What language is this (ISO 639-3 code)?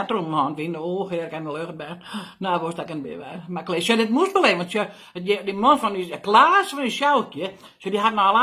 fry